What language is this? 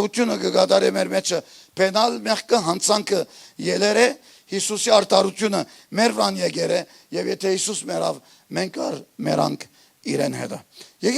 Western Armenian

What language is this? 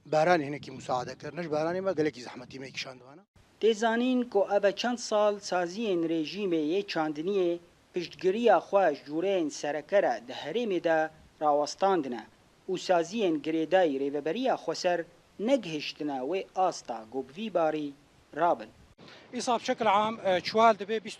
Kurdish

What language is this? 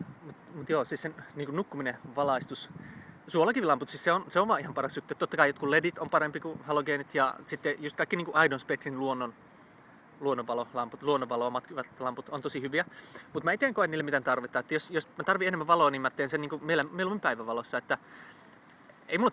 Finnish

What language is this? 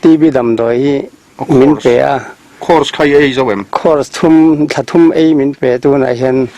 Mizo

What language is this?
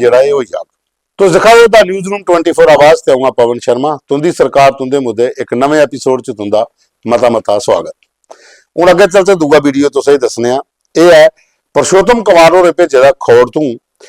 Dogri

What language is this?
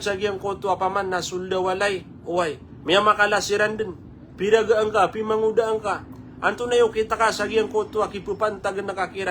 Maranao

